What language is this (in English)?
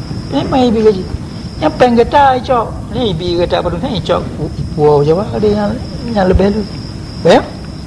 Achinese